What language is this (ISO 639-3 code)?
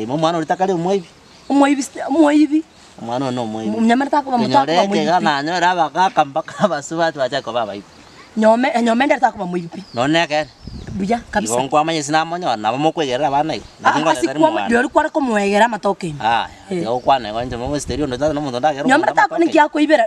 guz